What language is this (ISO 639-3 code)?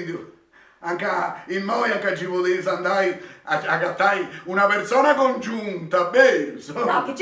srd